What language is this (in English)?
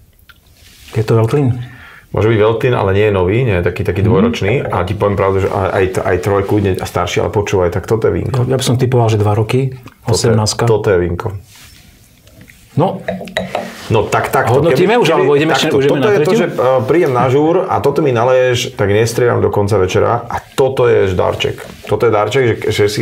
Slovak